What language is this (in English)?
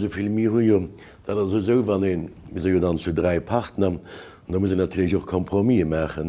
Luxembourgish